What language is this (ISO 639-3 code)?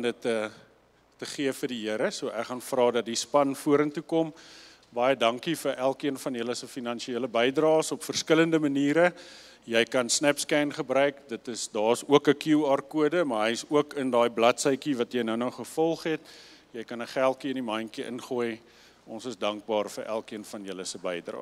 afr